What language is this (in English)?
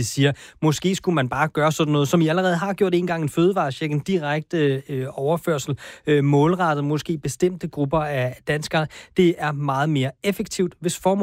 Danish